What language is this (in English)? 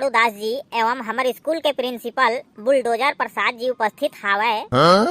Chhattisgarhi